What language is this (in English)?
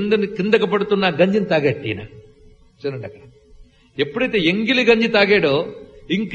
Telugu